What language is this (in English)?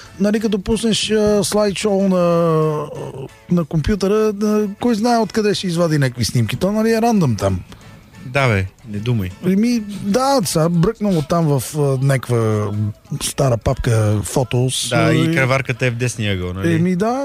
Bulgarian